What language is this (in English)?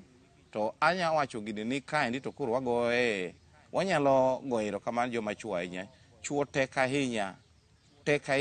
Luo (Kenya and Tanzania)